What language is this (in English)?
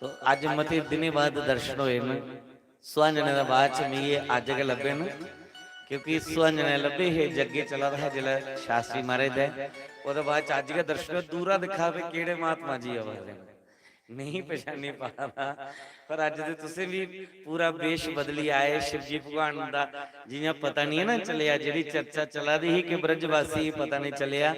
Dogri